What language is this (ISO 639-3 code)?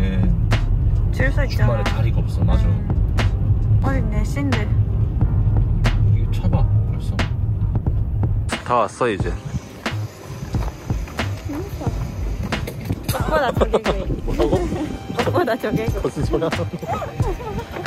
kor